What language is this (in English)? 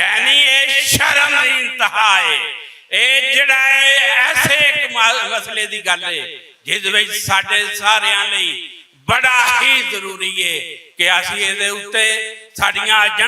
Western Panjabi